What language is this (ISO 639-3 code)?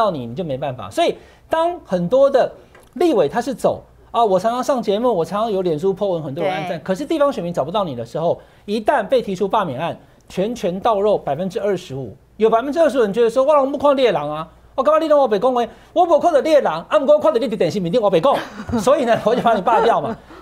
zho